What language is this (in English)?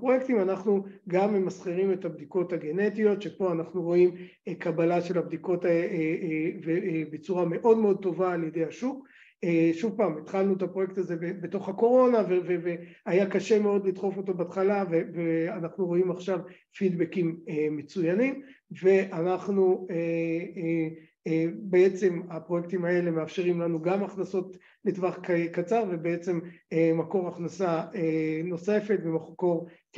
Hebrew